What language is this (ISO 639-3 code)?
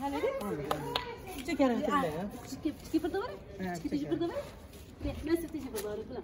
kur